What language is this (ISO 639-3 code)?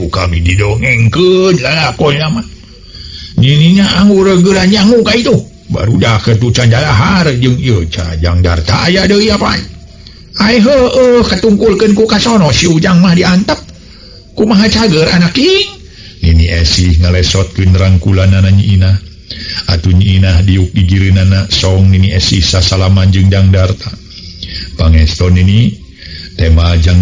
sun